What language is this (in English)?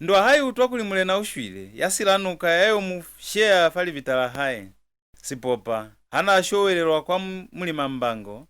Lozi